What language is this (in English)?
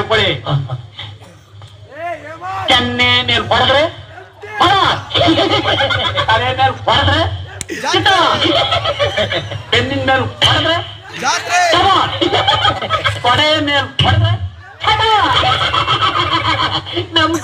Kannada